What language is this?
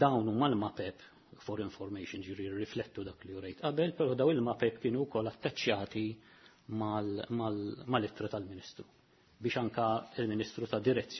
Maltese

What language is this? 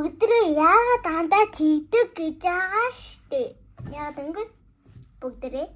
Mongolian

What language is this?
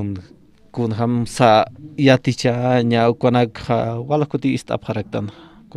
Aymara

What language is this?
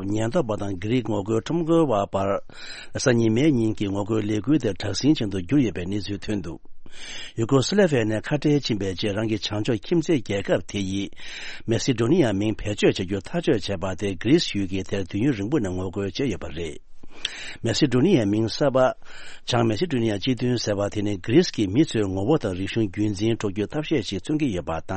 Tibetan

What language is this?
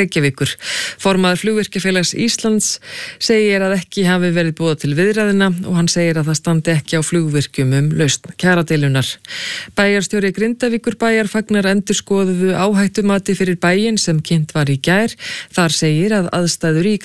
Icelandic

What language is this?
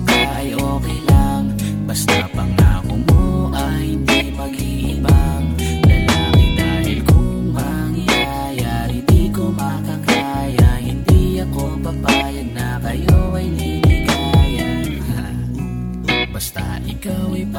Filipino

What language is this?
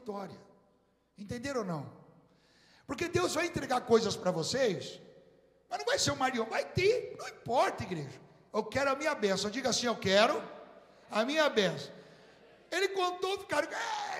Portuguese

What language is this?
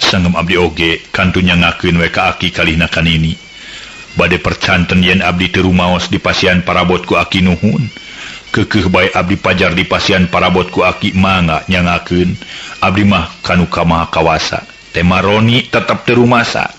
Sundanese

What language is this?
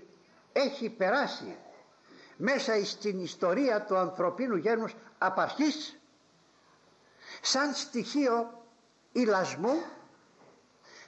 Greek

